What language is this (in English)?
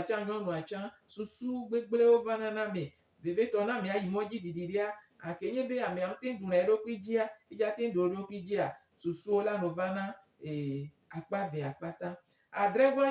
Gen